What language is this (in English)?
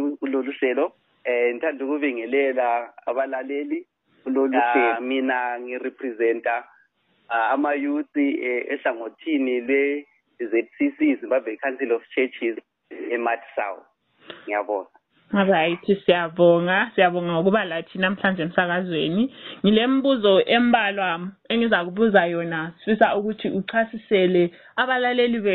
North Ndebele